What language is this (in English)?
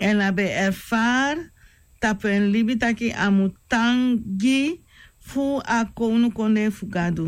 Sranan Tongo